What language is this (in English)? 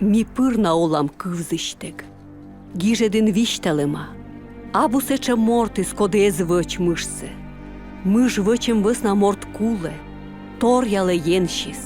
Komi